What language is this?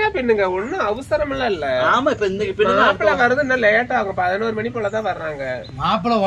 Tamil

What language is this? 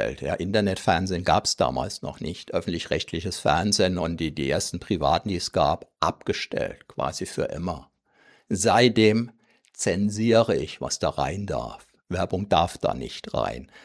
German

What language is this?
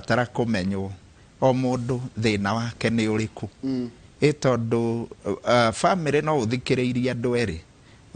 Kikuyu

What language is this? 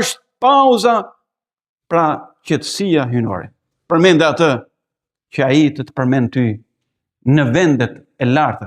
Albanian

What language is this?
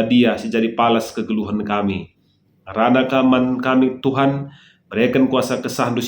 Batak Karo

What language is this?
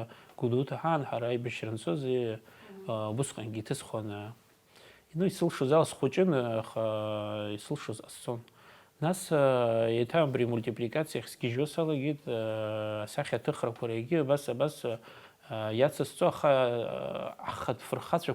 Abkhazian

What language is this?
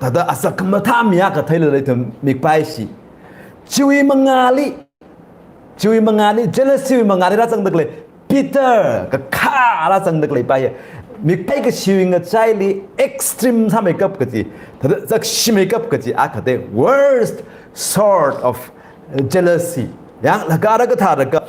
Tangkhul Naga (India)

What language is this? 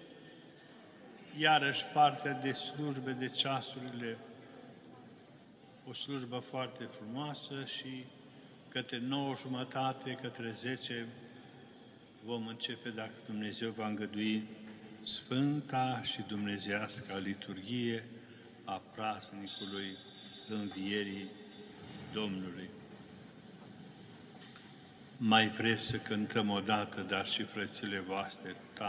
Romanian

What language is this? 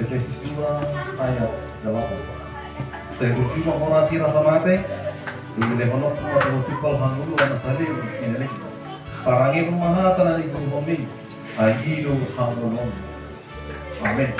Batak Toba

